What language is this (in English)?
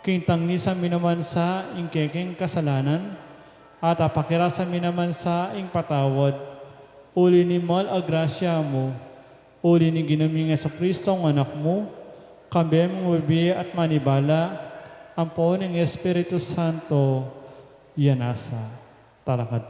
Pampanga